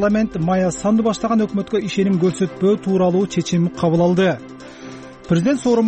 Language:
Kyrgyz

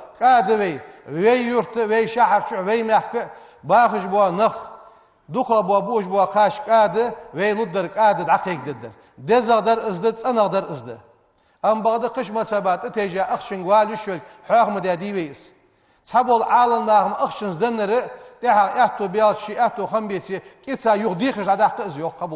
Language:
Ingush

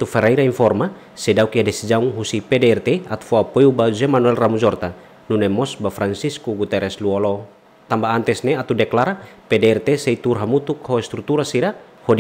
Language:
Tetum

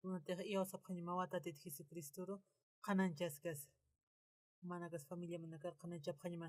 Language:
Aymara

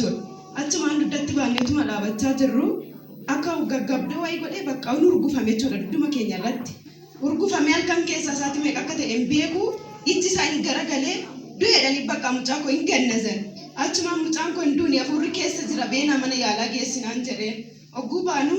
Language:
Oromo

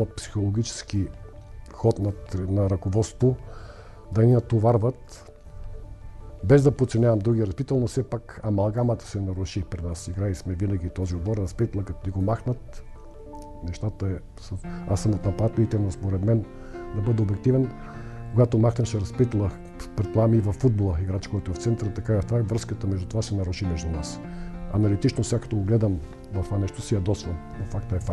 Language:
Bulgarian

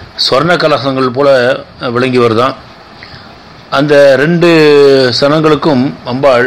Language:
Tamil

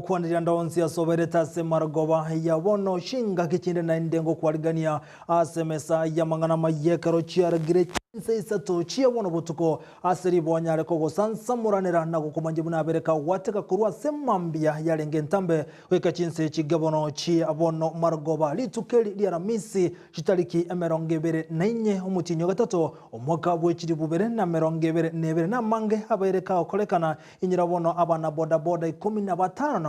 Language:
Gusii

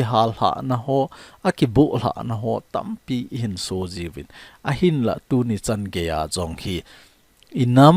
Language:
Thado Chin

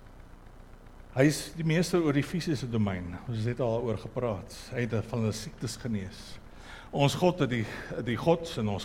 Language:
Afrikaans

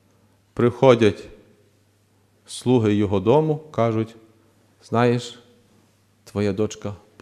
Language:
Ukrainian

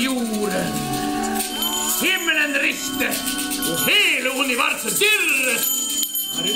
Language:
Norwegian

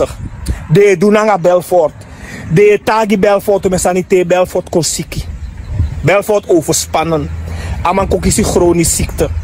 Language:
Sranan Tongo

